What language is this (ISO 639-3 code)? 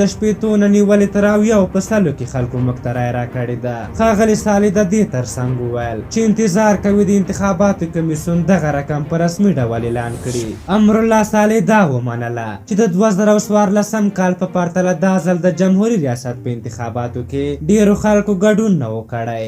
pus